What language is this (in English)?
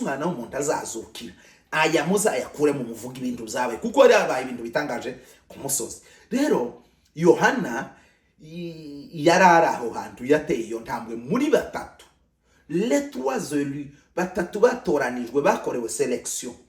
Kinyarwanda